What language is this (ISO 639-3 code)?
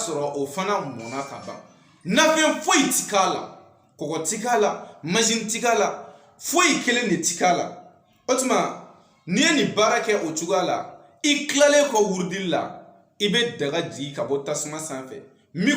bam